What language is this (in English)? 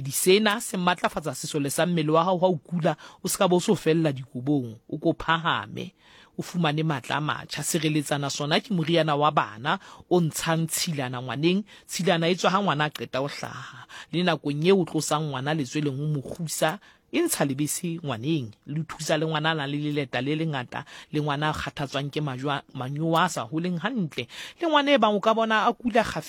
Southern Sotho